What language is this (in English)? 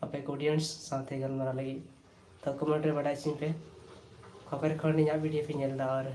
Santali